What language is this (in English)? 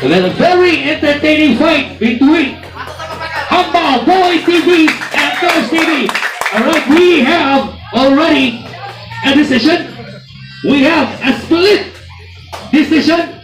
Cebuano